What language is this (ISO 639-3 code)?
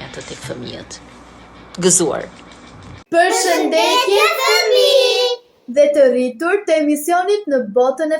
sqi